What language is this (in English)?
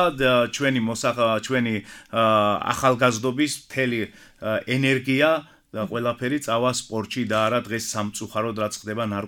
Georgian